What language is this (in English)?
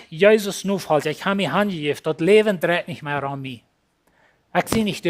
Plautdietsch